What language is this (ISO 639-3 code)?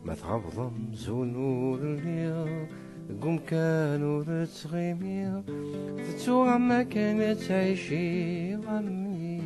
kab